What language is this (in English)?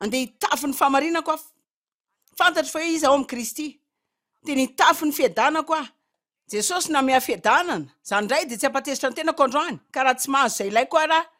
Malagasy